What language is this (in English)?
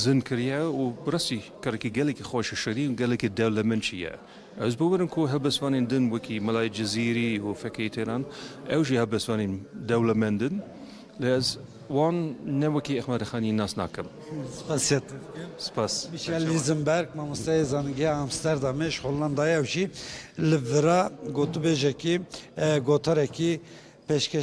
Kurdish